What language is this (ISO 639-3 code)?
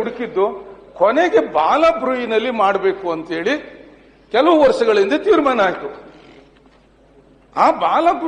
kan